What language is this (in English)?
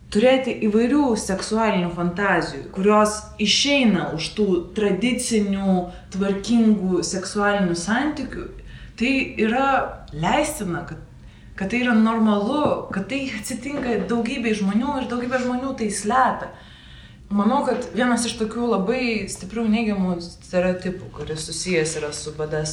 Lithuanian